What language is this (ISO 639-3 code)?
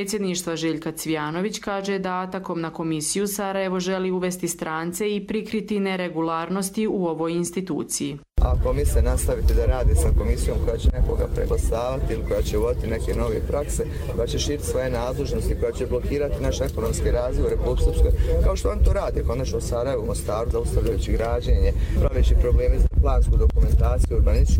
hrv